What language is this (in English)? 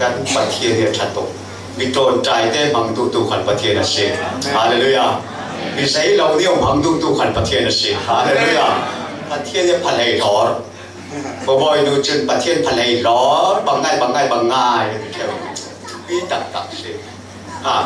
Falam Chin